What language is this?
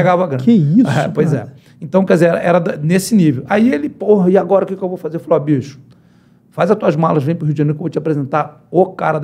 Portuguese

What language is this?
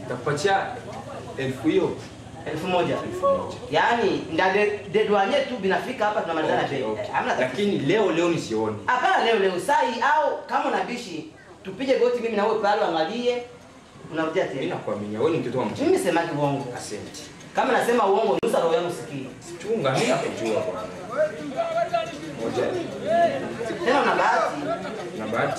Swahili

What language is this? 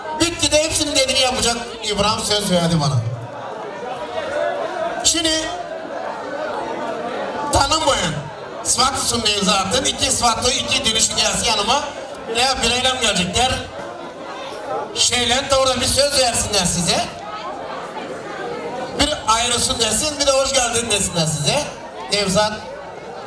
Turkish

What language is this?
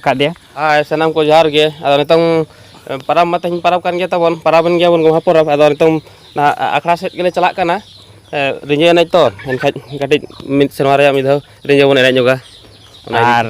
Santali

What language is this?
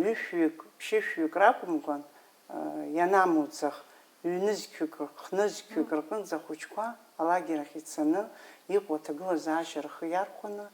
Abkhazian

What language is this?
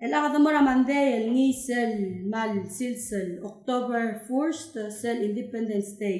Palauan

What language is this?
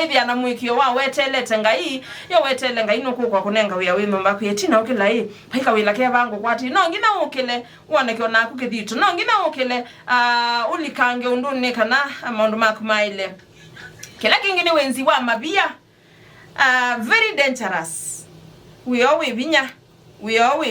Kamba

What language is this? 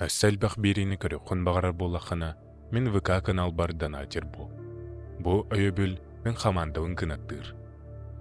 Yakut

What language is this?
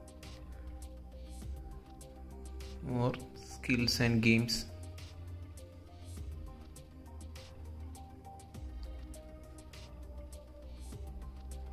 Malayalam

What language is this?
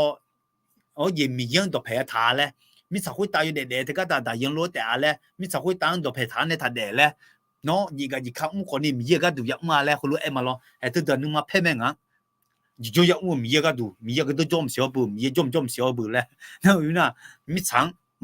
Akha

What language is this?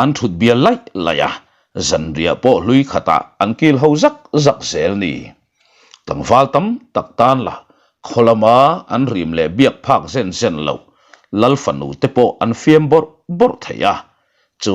Mizo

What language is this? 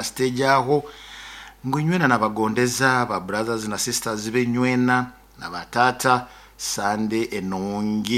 Nyoro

